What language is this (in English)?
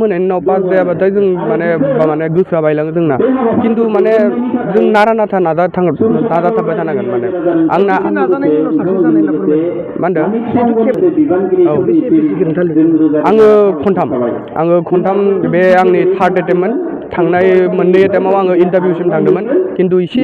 Bodo